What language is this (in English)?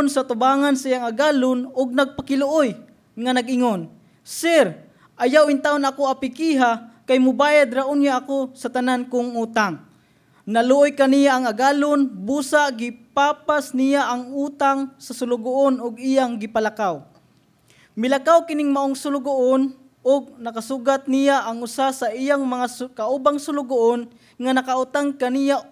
Cebuano